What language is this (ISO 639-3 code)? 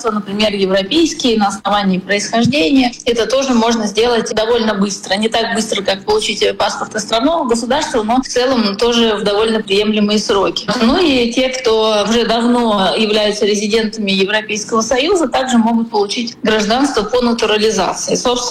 rus